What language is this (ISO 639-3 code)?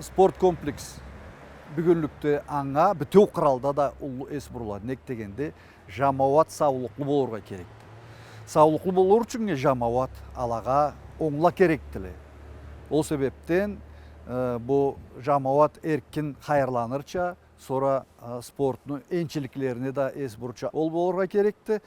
krc